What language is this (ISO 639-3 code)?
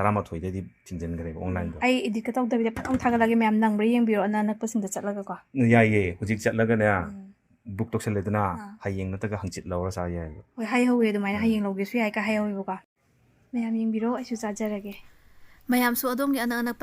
mni